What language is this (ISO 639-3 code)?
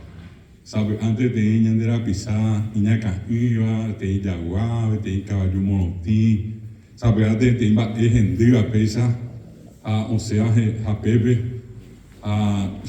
grn